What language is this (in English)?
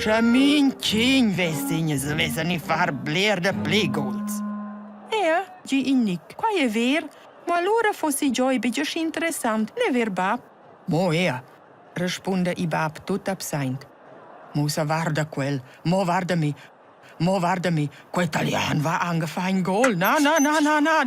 Romansh